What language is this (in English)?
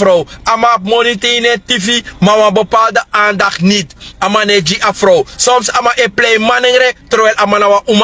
Sranan Tongo